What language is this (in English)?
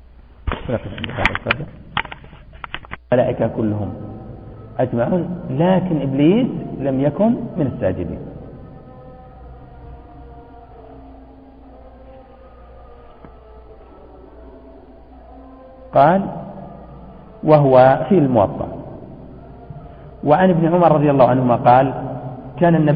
Arabic